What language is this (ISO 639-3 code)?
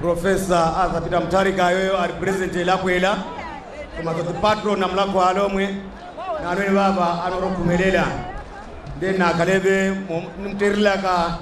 nya